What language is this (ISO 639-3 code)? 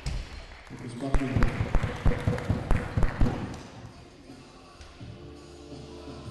ces